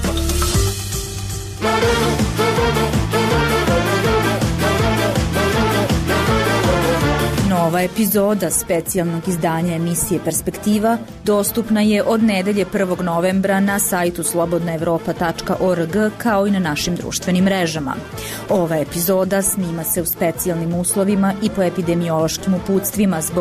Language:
Serbian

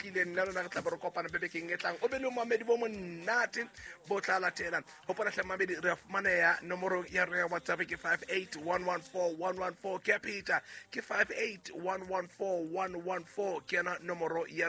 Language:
Southern Sotho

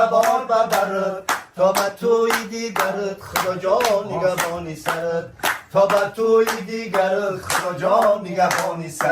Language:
Tajik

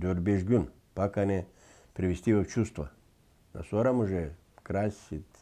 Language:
Gagauz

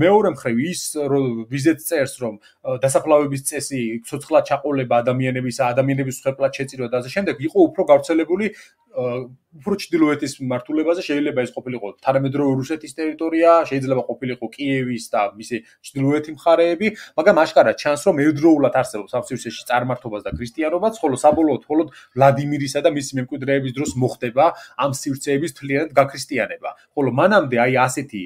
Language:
Georgian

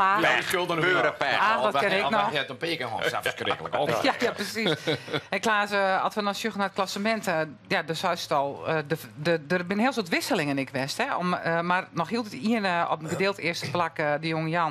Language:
Western Frisian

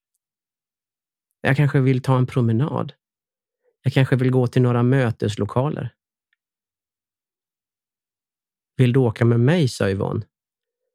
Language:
Swedish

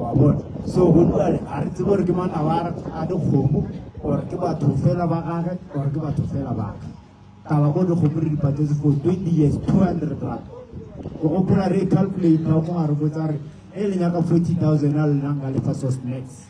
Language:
Northern Sotho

